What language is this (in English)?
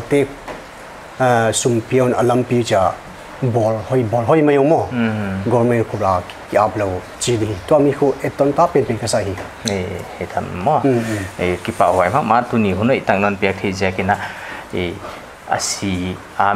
Paite Chin